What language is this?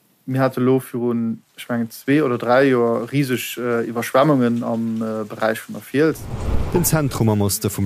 Luxembourgish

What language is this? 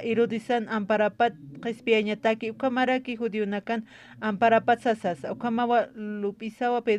Aymara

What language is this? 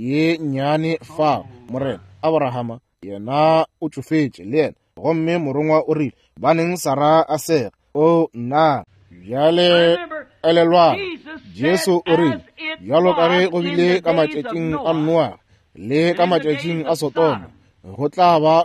Northern Sotho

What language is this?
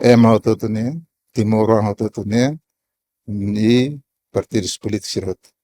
Tetum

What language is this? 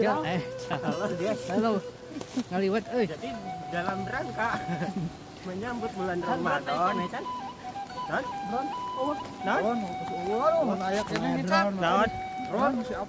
Sundanese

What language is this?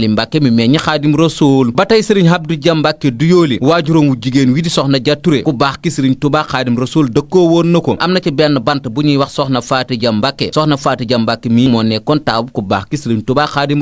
Wolof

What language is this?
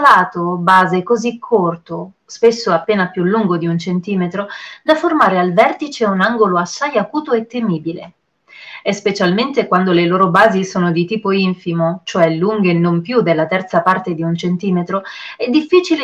Italian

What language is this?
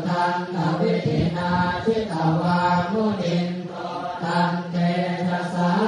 Pali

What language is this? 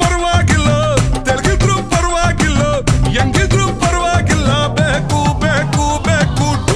Kannada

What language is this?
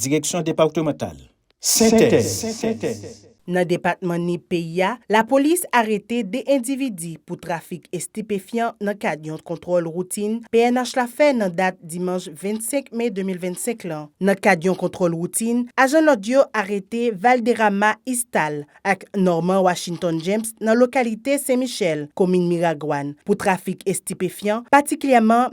Haitian Creole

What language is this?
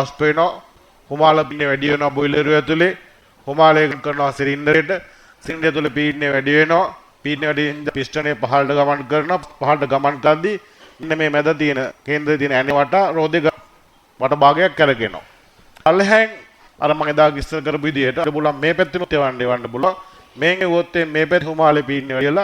Sinhala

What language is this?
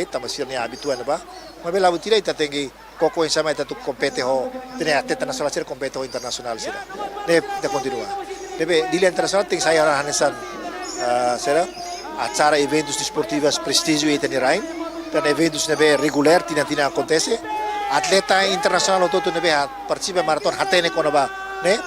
Tetum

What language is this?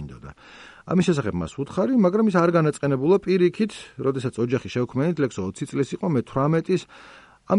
Georgian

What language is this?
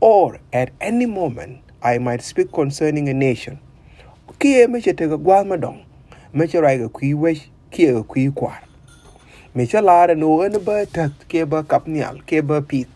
Nuer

